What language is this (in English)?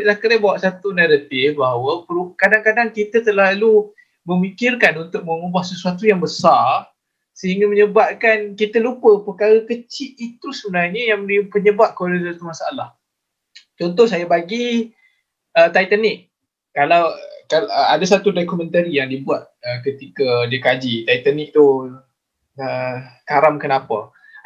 Malay